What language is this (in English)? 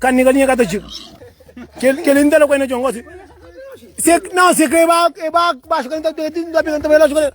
Kabuverdianu